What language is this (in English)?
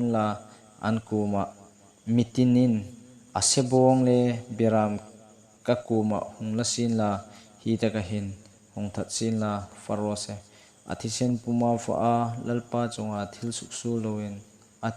Hmar